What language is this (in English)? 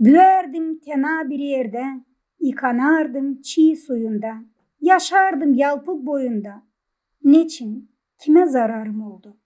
Gagauz